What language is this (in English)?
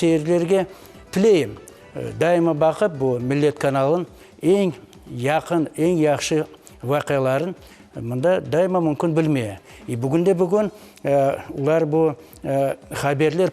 Crimean Tatar